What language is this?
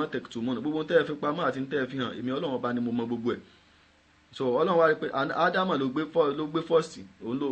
Yoruba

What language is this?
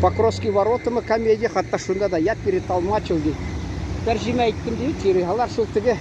Tatar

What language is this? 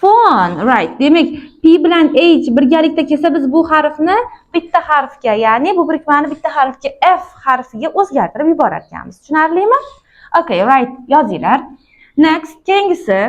Uzbek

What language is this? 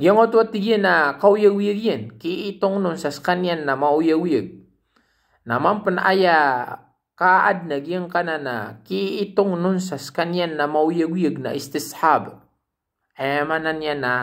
Maranao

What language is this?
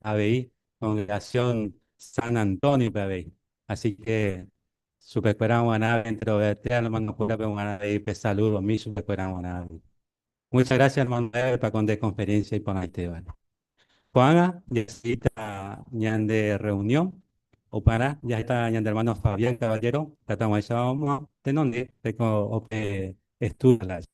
Guarani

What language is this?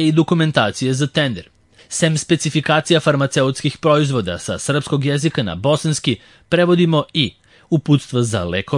Serbian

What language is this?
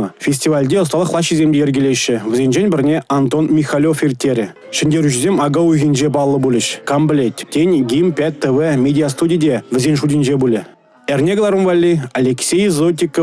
Chuvash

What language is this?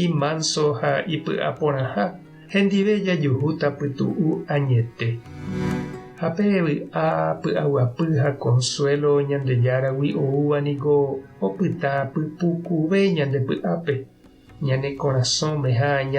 Guarani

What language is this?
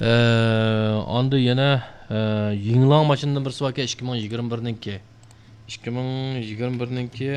Uyghur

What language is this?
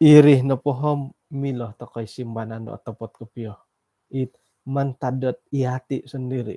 Central Dusun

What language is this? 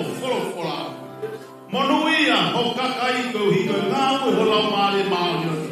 Tongan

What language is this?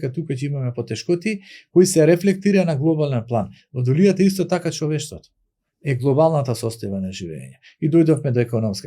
Macedonian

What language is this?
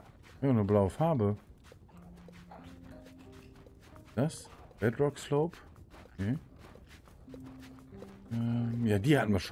German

